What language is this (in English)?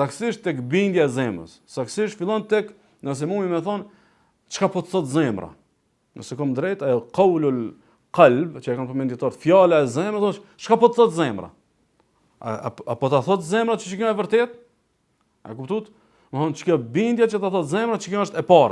Albanian